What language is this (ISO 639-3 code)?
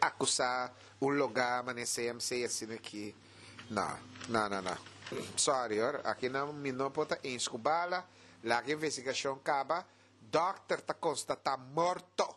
pap